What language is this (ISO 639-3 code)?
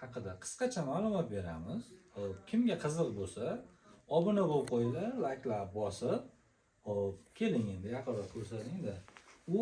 uzb